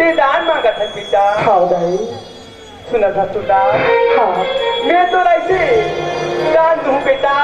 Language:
Chhattisgarhi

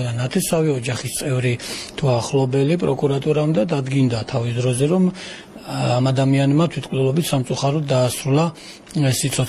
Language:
Georgian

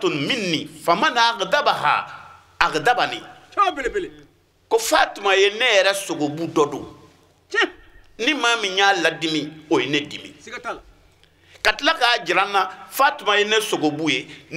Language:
Bambara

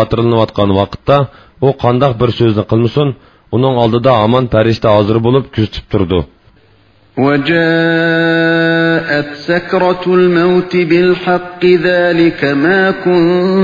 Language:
Uyghur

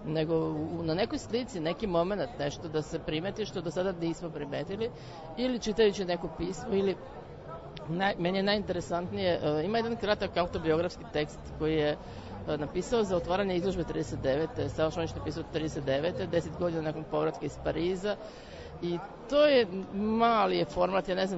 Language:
Serbian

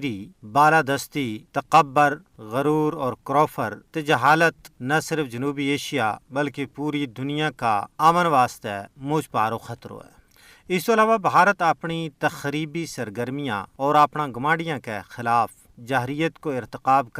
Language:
Gujari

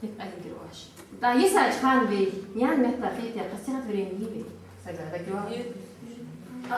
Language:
Ingush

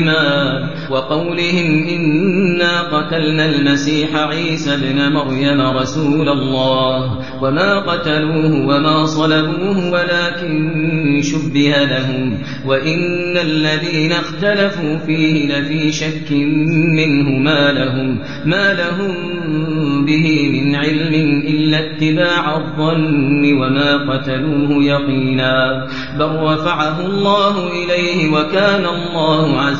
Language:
Arabic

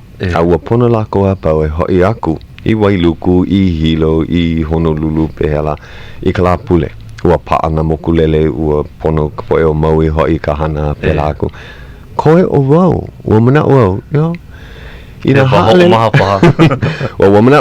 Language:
Hawaiian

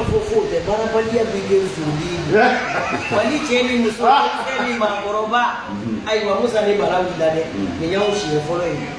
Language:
Bambara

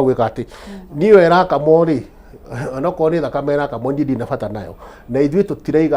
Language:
Kikuyu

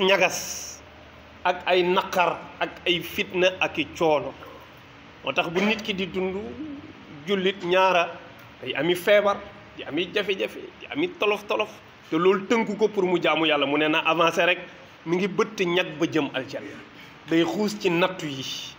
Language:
Wolof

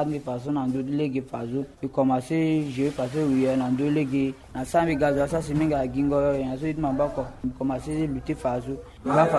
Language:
Sango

